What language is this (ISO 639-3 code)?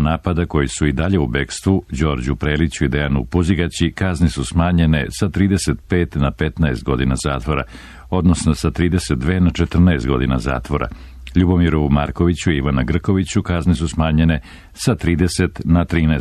srp